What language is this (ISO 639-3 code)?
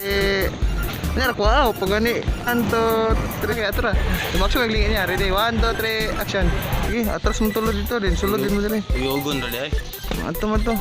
ceb